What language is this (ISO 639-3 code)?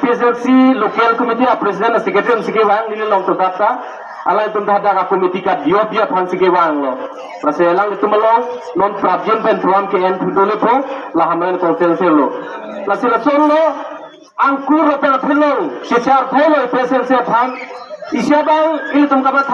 mjw